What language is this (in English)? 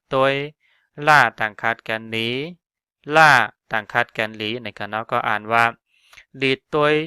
Shan